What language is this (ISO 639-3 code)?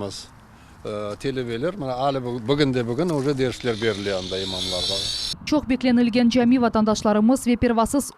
crh